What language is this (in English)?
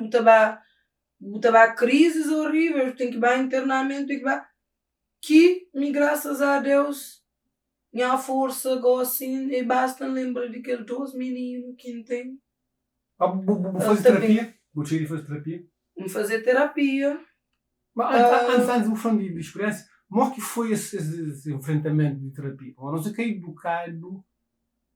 Kabuverdianu